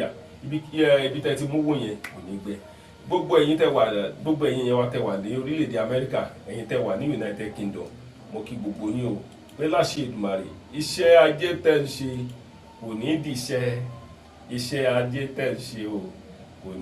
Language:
Yoruba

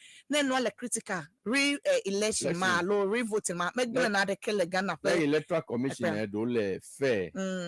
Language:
Ewe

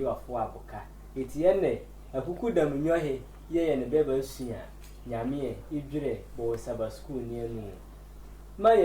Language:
Sehwi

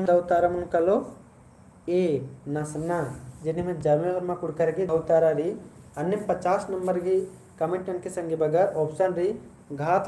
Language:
Kurukh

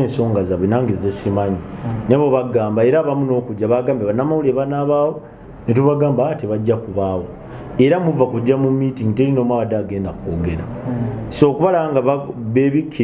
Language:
Ganda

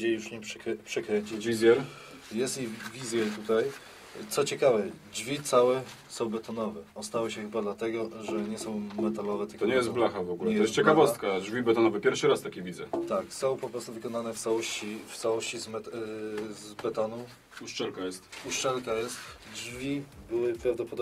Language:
Polish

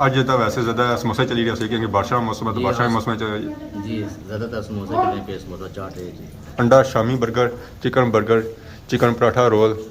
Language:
Pahari-Potwari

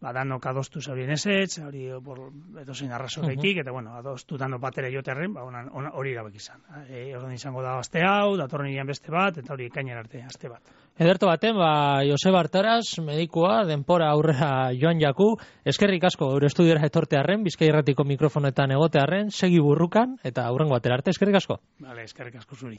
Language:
Basque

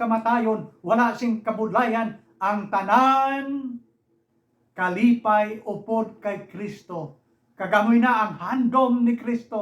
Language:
Hiligaynon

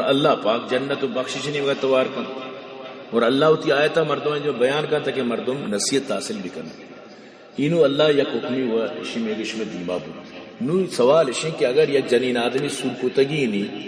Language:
Baluchi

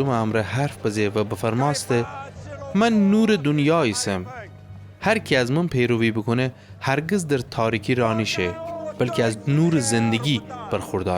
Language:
Gilaki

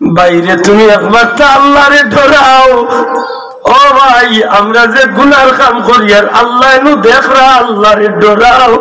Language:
Sylheti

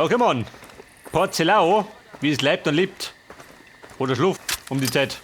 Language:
Bavarian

